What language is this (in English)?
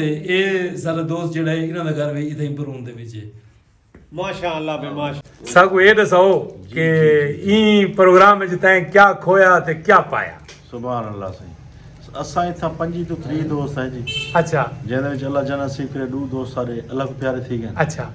Saraiki